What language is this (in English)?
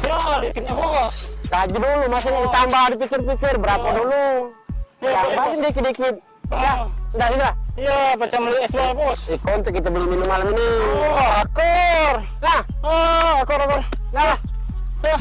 Musi